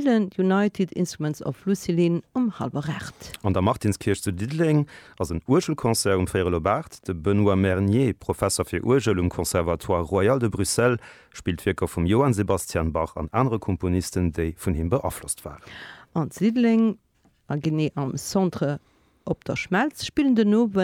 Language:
Luxembourgish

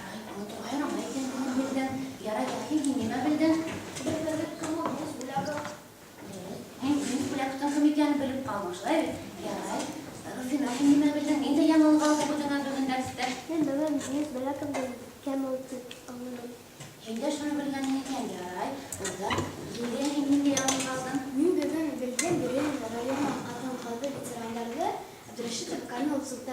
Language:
Bashkir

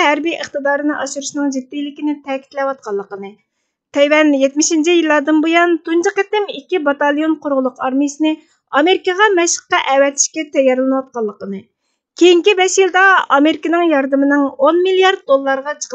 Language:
Uyghur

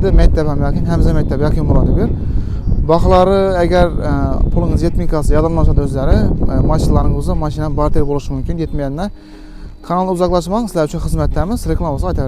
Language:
Uzbek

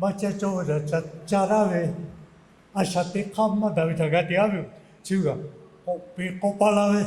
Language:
Lahu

